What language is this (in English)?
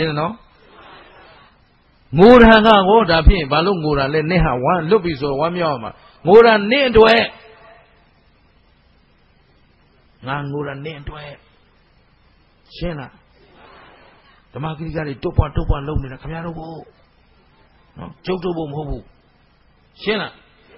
Burmese